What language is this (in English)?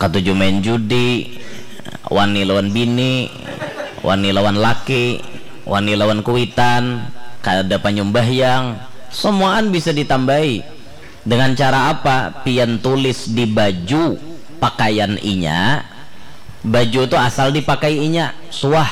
Banjar